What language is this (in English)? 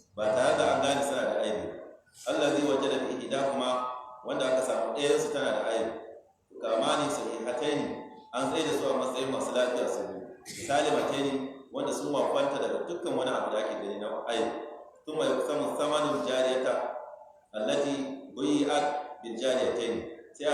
Hausa